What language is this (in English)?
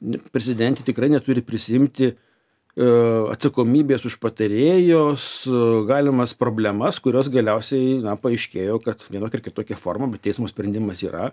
Lithuanian